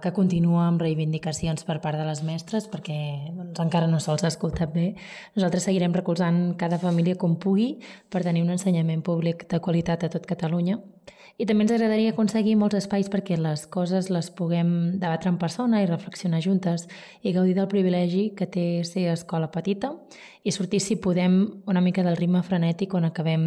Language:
Catalan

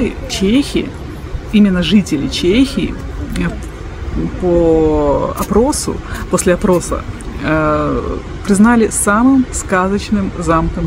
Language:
Russian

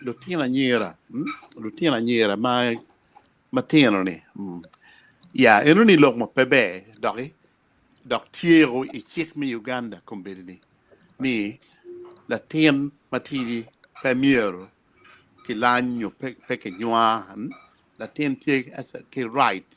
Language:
Acoli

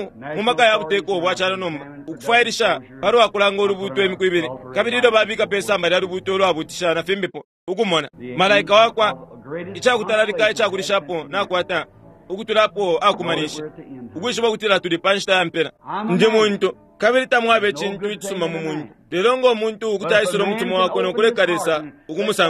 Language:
Bemba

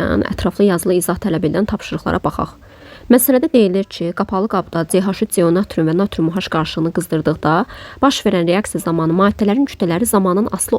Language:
Azerbaijani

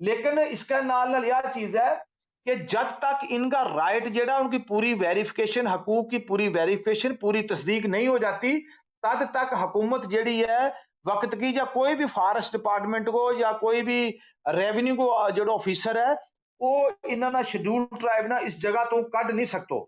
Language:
Gujari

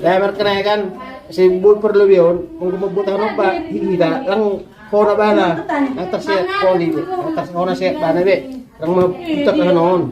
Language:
Batak Toba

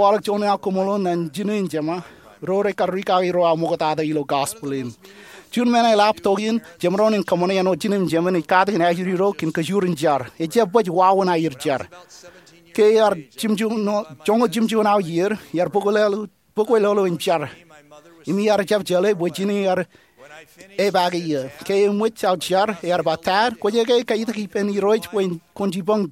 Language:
Marshallese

